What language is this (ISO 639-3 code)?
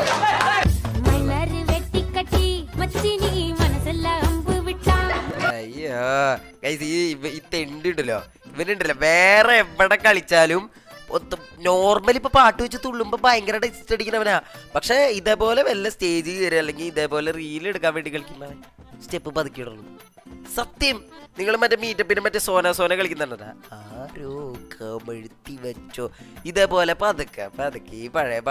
mal